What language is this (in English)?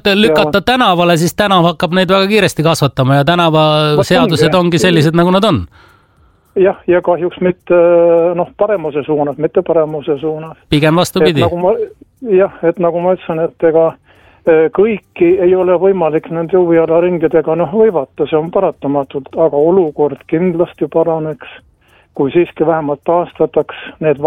Estonian